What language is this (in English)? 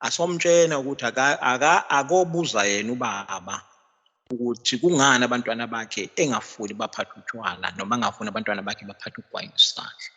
Zulu